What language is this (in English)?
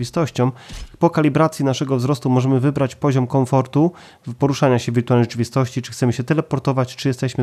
Polish